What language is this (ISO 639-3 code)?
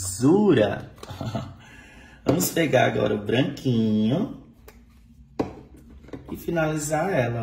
por